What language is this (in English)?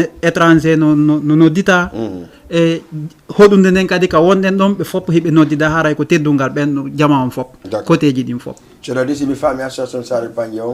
Fula